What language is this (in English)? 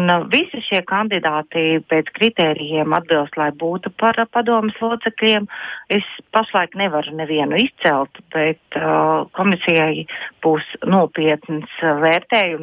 Latvian